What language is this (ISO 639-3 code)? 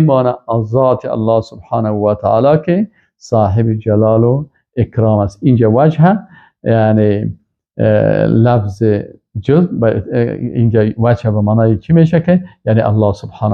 fas